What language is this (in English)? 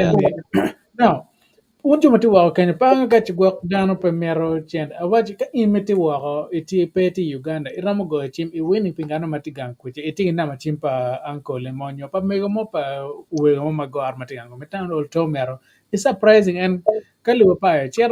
Acoli